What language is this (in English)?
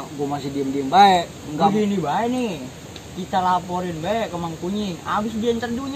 Betawi